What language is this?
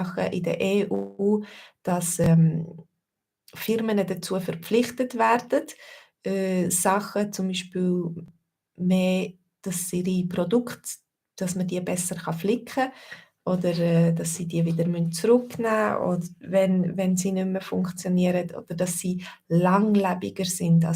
Swiss German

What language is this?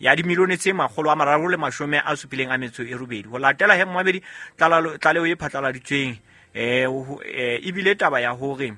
Southern Sotho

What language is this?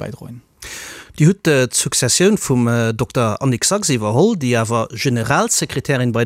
Luxembourgish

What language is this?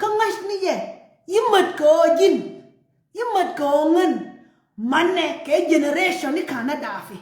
Nuer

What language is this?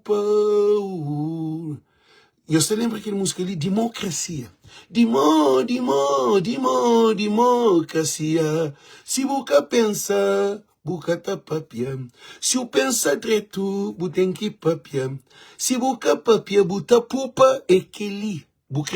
Kabuverdianu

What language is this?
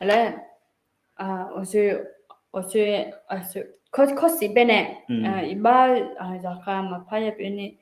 Akha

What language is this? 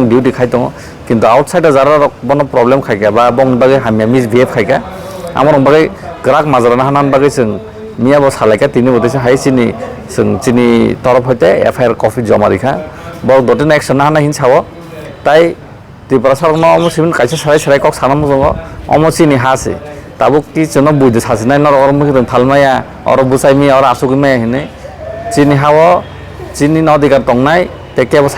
Kok Borok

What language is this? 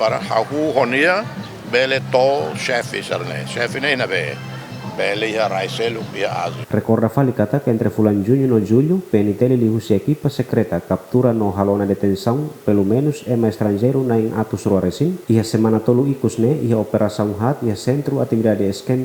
Tetum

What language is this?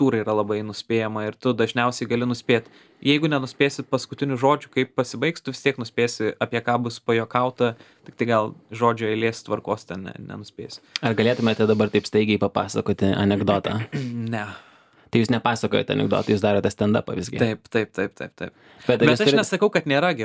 Lithuanian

